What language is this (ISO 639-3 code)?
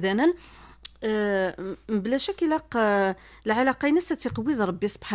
kab